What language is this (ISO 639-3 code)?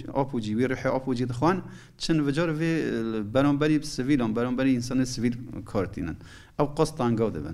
kur